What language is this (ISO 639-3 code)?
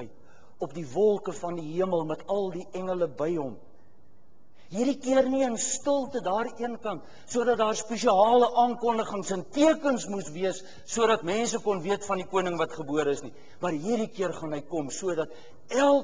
afr